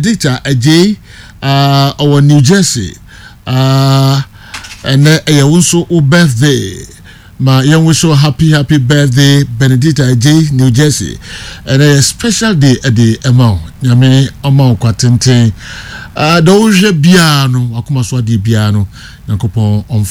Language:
Akan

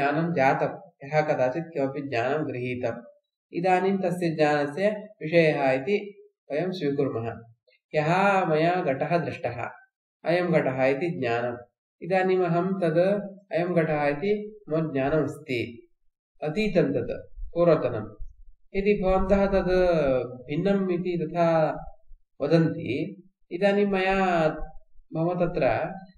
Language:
Sanskrit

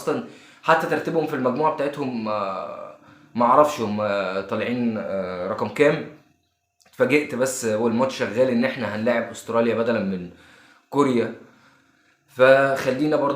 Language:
Egyptian Arabic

